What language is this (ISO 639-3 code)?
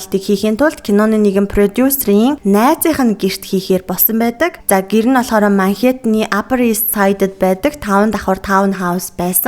mon